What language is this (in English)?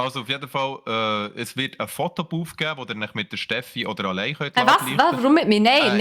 Swiss German